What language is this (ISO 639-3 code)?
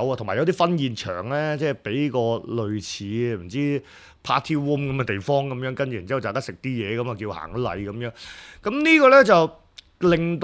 yue